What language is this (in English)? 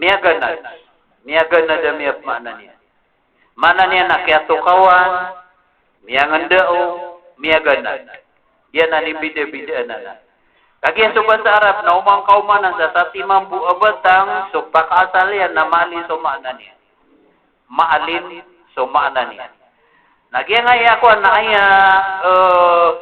Maranao